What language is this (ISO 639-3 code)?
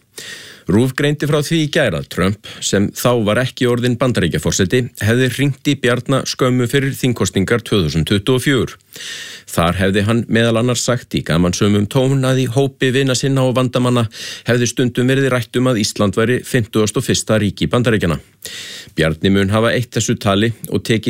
isl